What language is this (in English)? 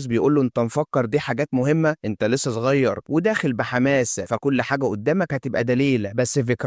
Egyptian Arabic